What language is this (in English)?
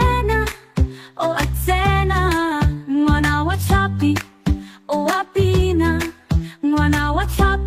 Tswana